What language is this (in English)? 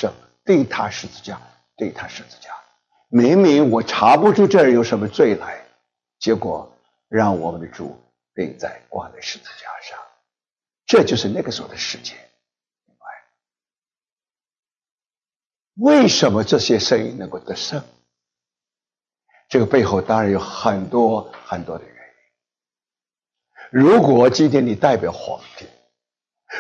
Chinese